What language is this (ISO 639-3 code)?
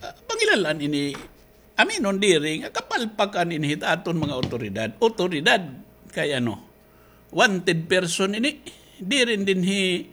war